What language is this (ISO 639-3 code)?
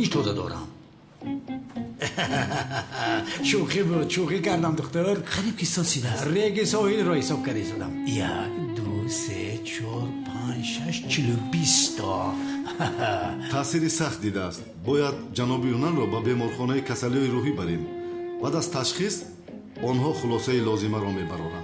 tgk